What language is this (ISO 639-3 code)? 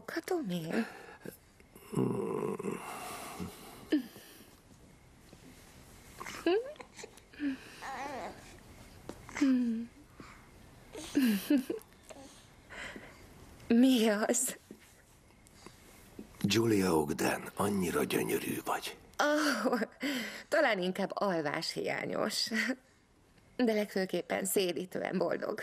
hun